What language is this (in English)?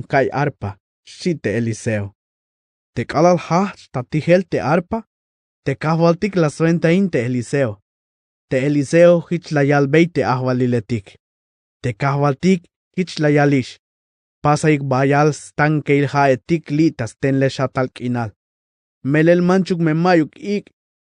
Tzeltal